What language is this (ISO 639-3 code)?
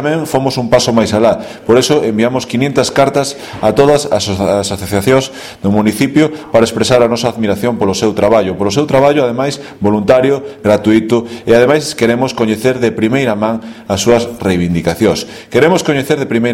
glg